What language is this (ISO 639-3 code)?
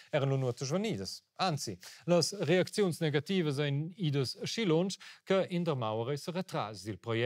roh